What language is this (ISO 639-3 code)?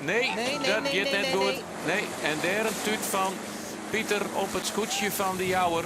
fry